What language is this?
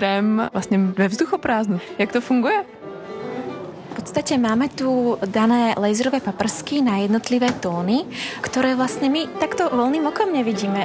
Czech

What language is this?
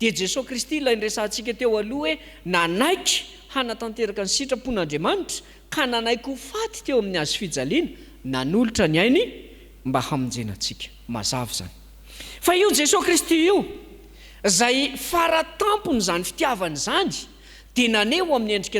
Malagasy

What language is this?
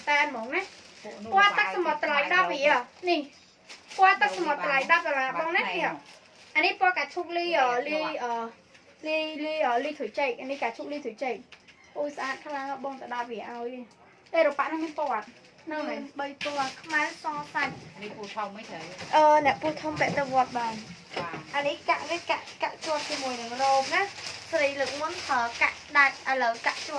Khmer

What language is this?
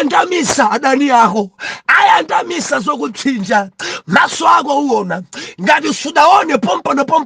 Nyanja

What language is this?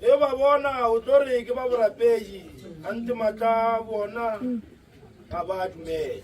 Northern Sotho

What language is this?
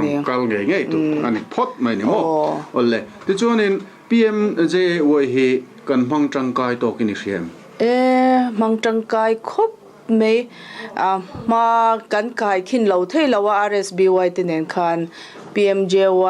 Mizo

